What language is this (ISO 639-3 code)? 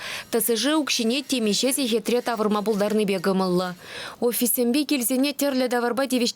chv